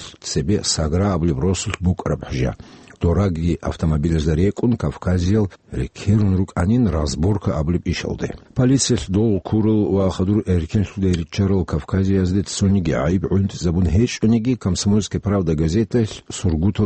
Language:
Avaric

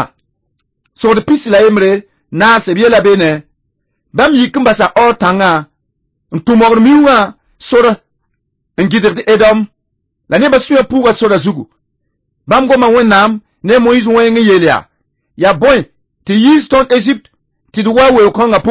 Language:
Mossi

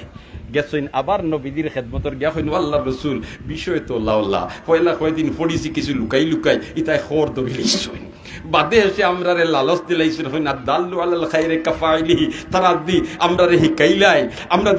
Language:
Sylheti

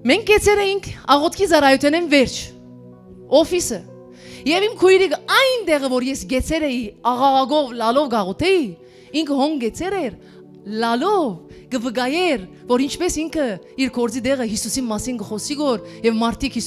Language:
Western Armenian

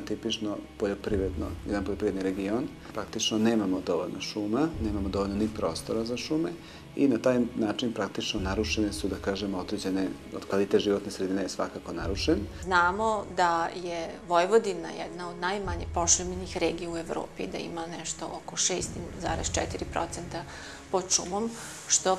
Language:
Serbian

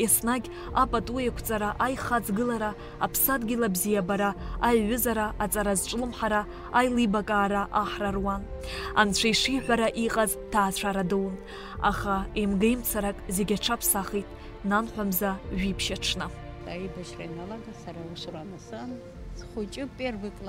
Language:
Abkhazian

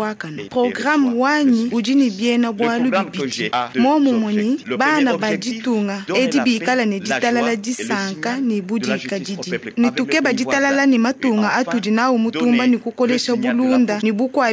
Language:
Luba-Lulua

